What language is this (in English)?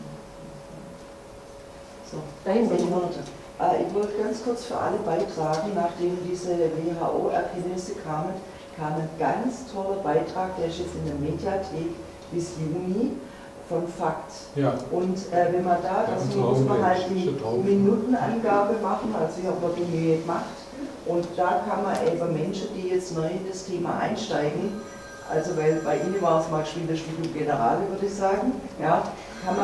German